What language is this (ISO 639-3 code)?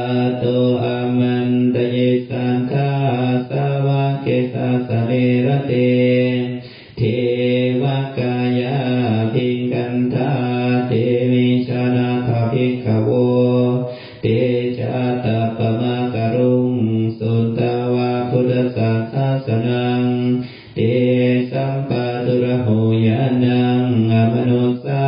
pli